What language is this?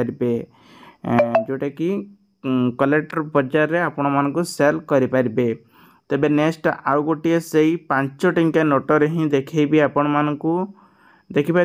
Odia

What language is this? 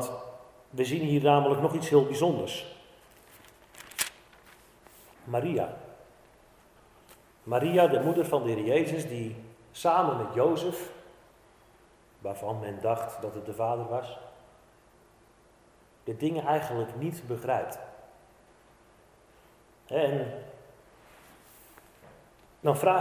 Dutch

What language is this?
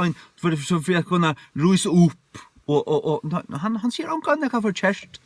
Faroese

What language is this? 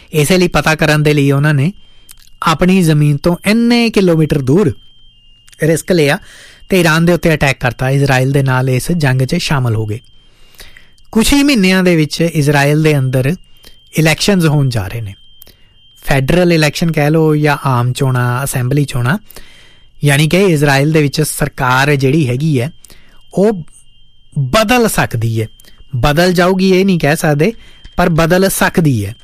Punjabi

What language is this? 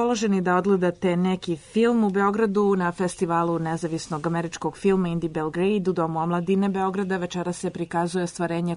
Serbian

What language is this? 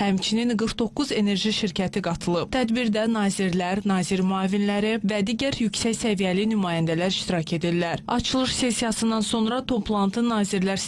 Azerbaijani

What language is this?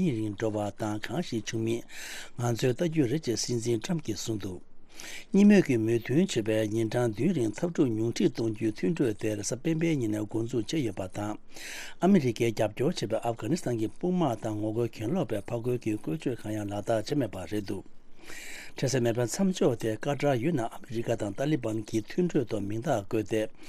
Tibetan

